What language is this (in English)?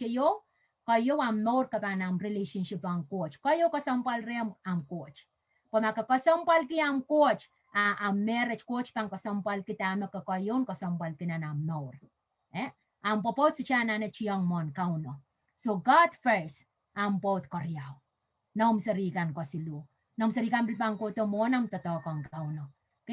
Pohnpeian